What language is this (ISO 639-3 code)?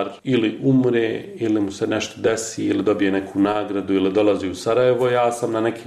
bos